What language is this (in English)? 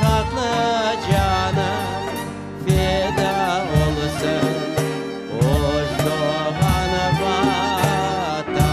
Crimean Tatar